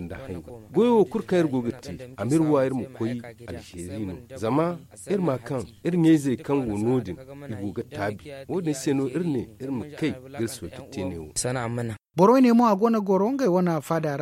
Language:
Zarma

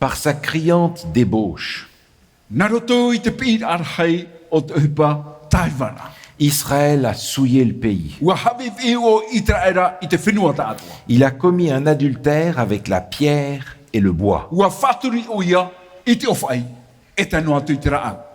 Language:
Tahitian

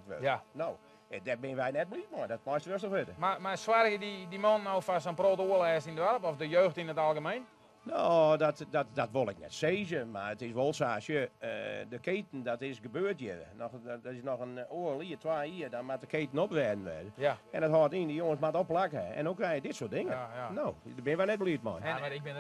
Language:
Western Frisian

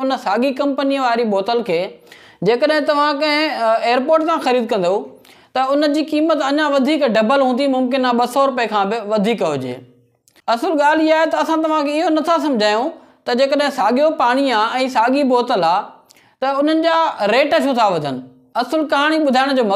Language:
Sindhi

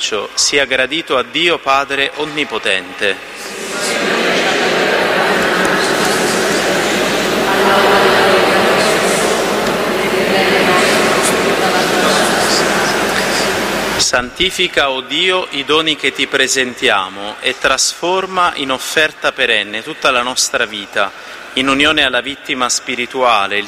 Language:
Italian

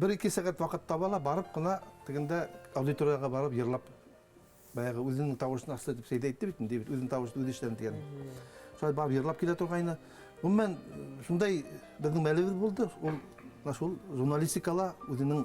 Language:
Bashkir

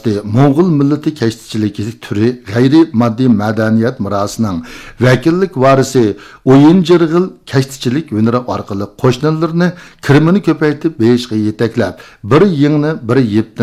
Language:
Uyghur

